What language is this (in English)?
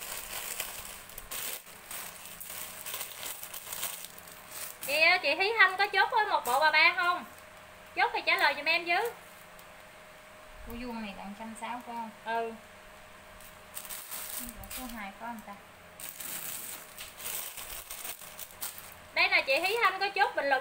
Vietnamese